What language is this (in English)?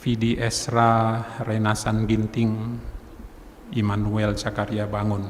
Batak Karo